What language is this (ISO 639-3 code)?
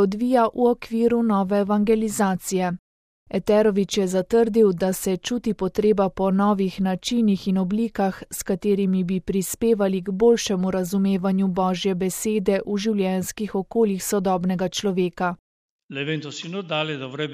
slv